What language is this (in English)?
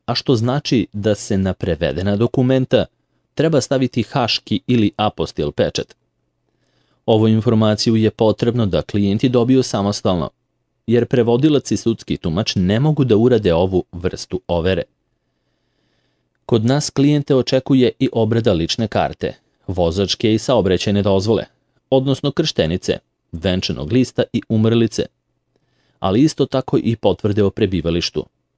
Serbian